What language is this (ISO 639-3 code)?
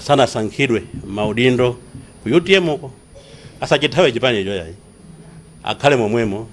nya